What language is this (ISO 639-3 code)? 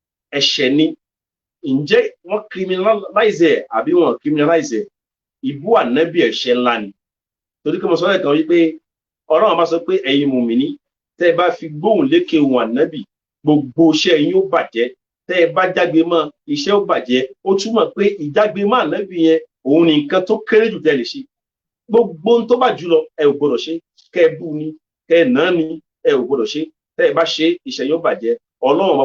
yor